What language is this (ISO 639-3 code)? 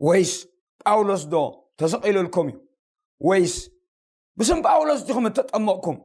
tir